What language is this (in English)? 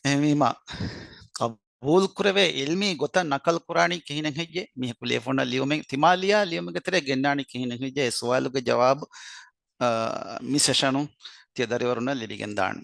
Divehi